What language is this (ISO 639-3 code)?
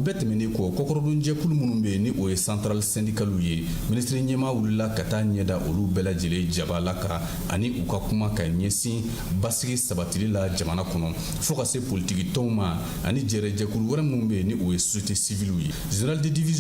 bam